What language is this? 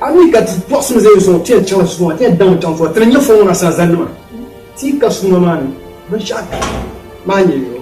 Dagbani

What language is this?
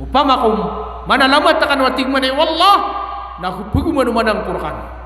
Maranao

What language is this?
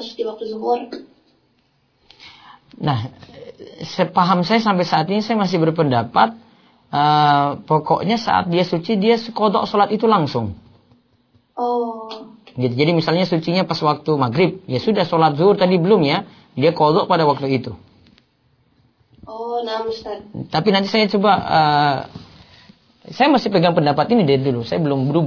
Indonesian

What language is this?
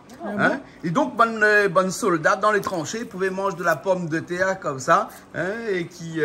Réunion Creole French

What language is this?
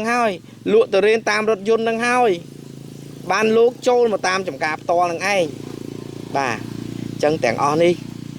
Khmer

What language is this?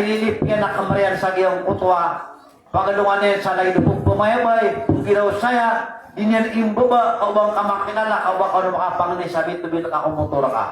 Maranao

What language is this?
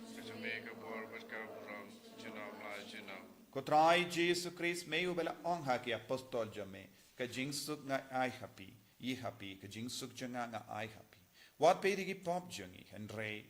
Khasi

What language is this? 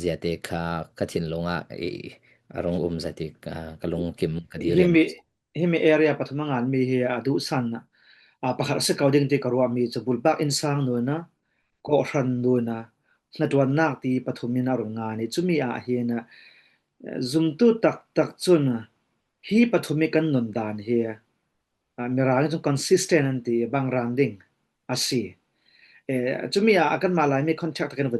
Falam Chin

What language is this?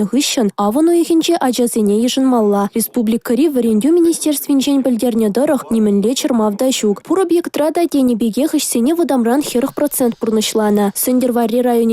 Chuvash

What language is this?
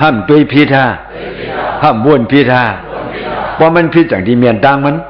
Shan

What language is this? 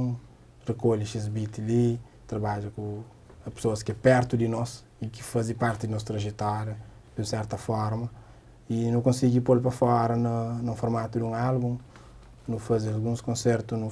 Kabuverdianu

